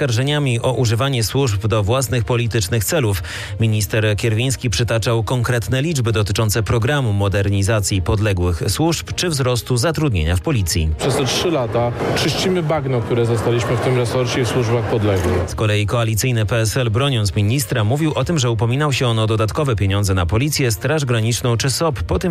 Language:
Polish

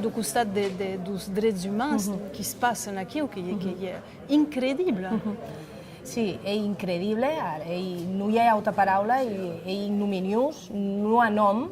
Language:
Occitan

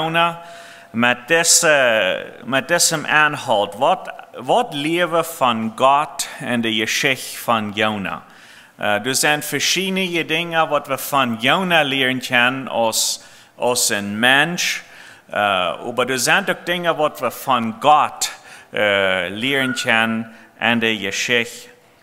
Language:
Plautdietsch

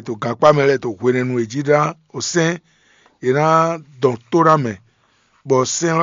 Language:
Fon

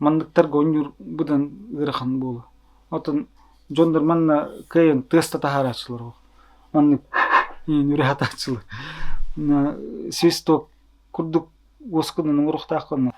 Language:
Yakut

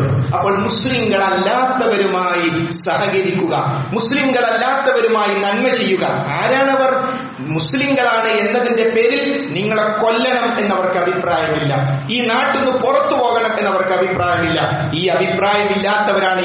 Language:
Malayalam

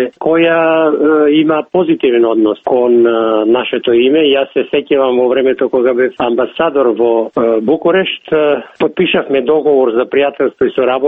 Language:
Macedonian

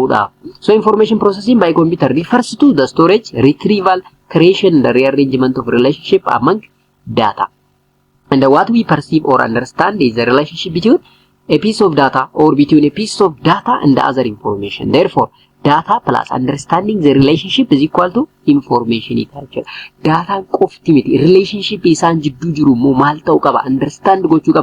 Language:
Oromo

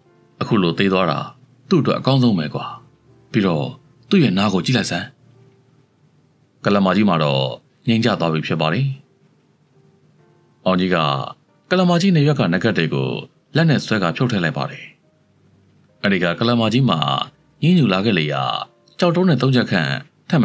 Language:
Burmese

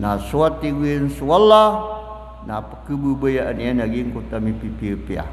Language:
Maranao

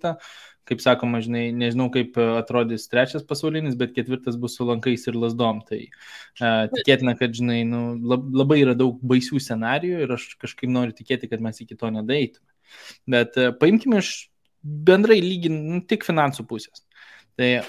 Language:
Lithuanian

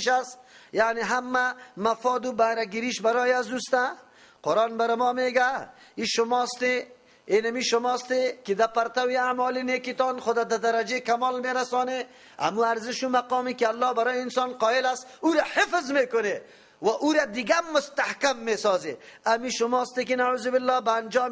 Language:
Persian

